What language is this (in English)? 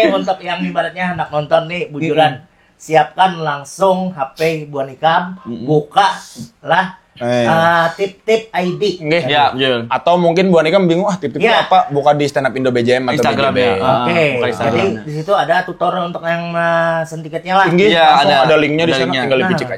Banjar